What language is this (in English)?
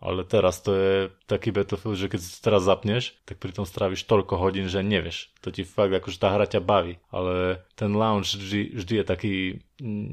Slovak